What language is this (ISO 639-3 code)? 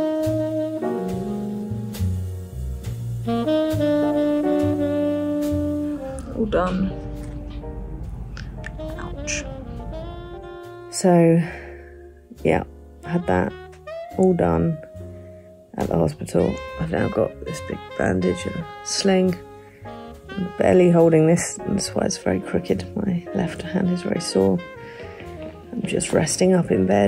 eng